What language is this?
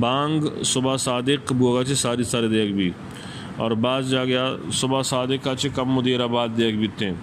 Eastern Balochi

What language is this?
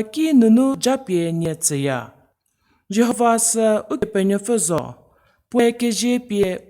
Angami Naga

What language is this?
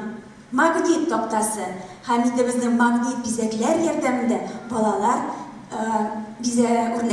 Tatar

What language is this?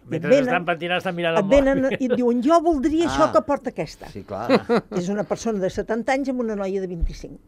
Catalan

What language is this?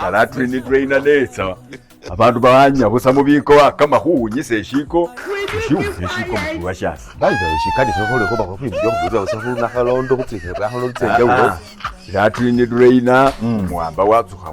Masaaba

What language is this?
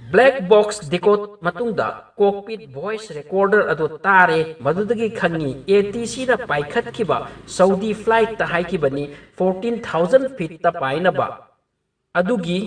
Manipuri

